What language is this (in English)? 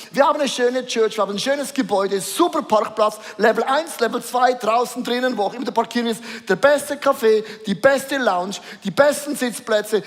Swiss German